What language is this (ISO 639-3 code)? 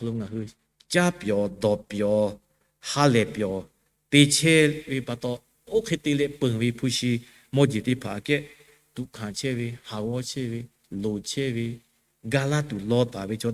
lhu